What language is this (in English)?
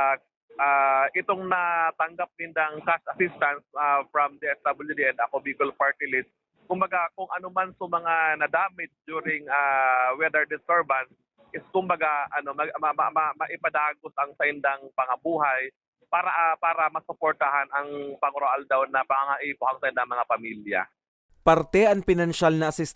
Bikol